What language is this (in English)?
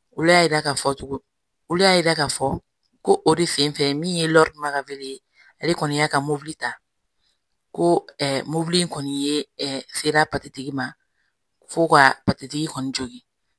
Bambara